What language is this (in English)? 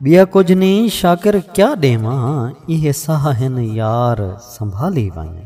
Saraiki